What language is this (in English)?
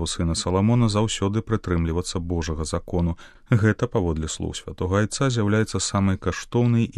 Belarusian